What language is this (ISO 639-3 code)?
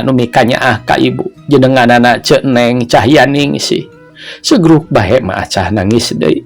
sun